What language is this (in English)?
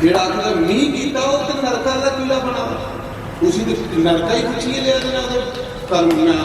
Dogri